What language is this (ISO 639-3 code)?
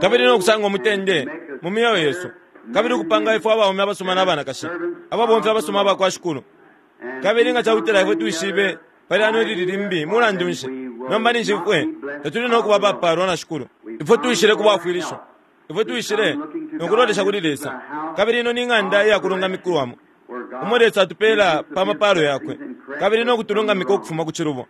bem